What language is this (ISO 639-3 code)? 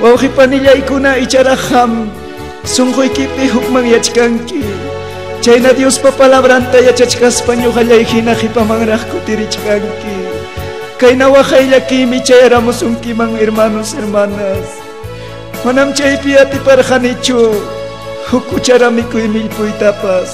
quy